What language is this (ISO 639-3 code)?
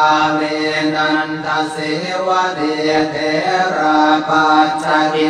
pli